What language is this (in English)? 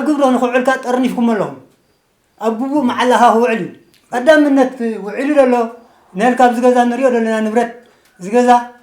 Tigrinya